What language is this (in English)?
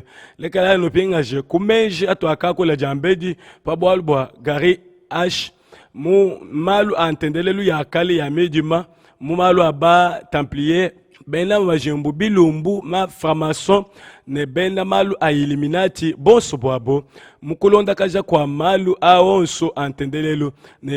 Luba-Lulua